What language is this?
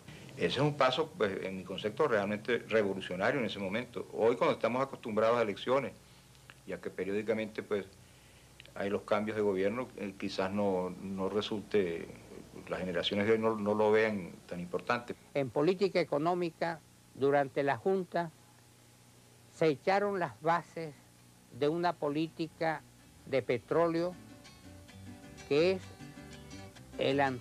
Spanish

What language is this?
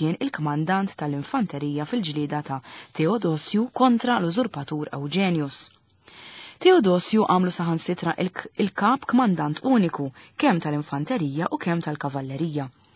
Maltese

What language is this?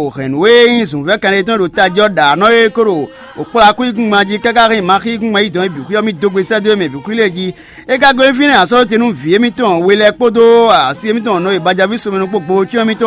Fon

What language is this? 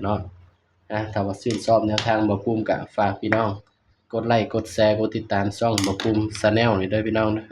Northeastern Thai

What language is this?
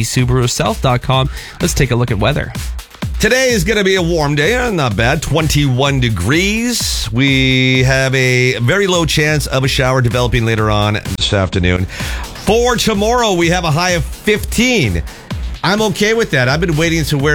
English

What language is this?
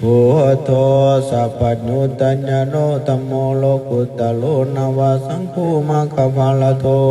Pali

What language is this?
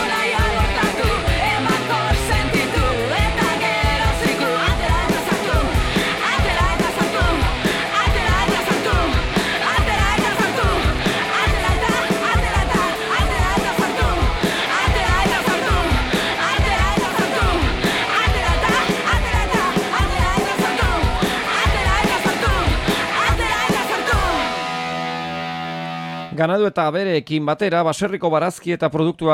Basque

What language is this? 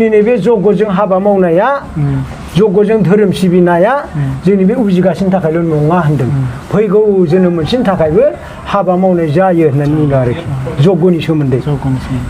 Bodo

